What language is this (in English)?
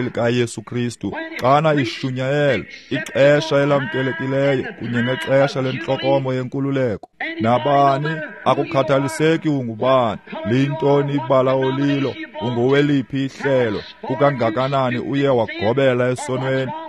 Xhosa